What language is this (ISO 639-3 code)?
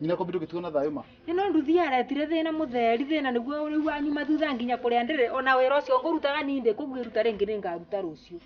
kik